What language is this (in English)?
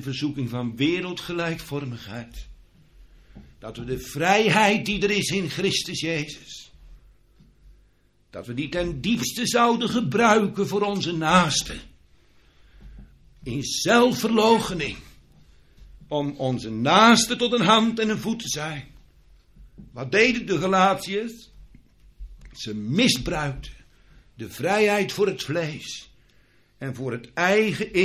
Dutch